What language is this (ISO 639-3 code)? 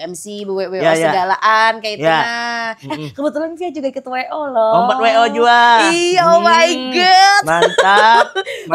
bjn